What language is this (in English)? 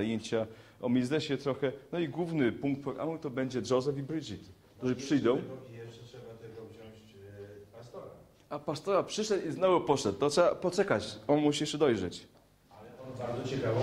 Polish